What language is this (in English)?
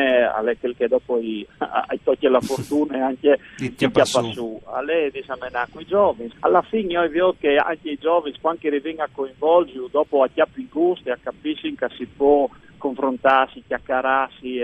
Friulian